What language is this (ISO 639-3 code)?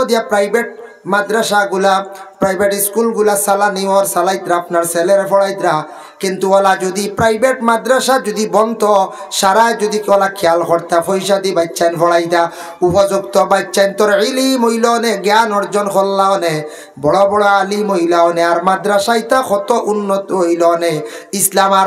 syl